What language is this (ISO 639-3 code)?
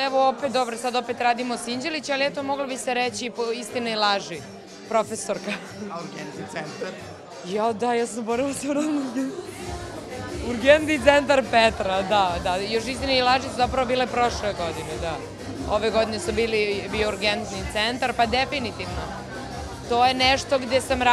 srp